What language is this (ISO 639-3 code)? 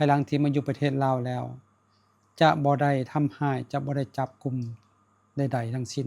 lao